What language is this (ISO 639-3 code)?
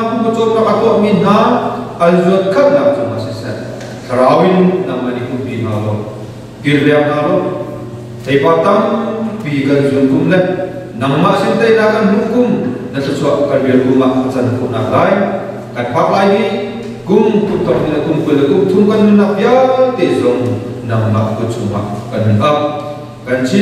cnh